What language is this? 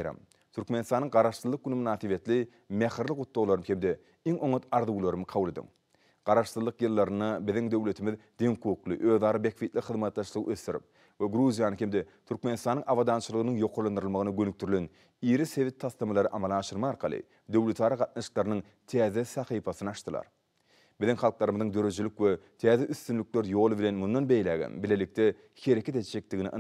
Turkmen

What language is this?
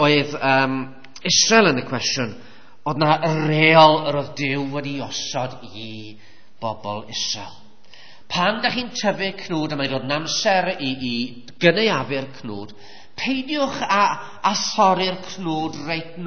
Welsh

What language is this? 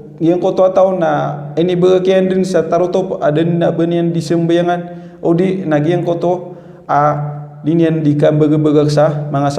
Maranao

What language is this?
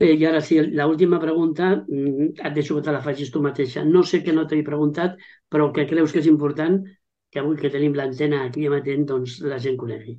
Catalan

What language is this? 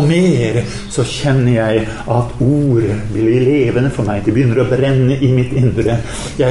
Norwegian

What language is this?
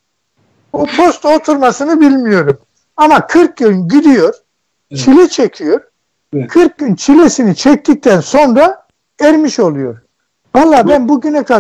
Turkish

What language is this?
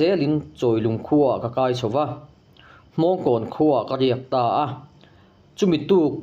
Mizo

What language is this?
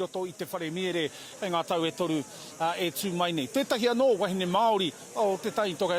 Māori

